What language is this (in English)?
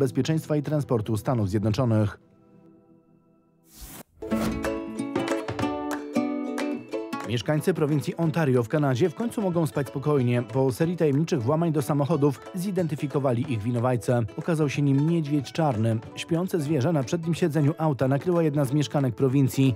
Polish